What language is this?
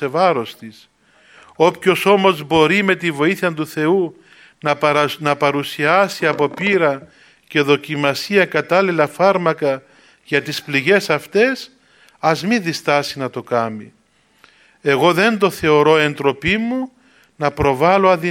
Greek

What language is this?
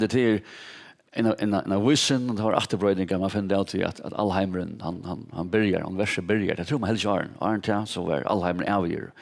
Faroese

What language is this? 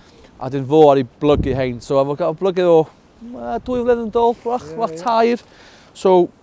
Welsh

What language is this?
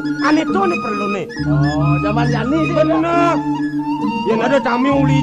Balinese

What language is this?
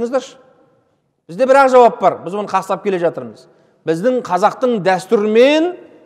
Kazakh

